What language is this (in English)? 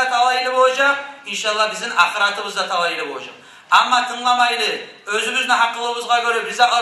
Kumyk